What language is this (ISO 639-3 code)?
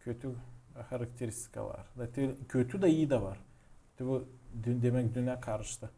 gag